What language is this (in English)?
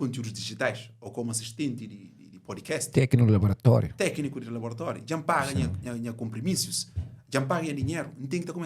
Kabuverdianu